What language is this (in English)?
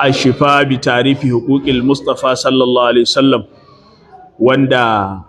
Hausa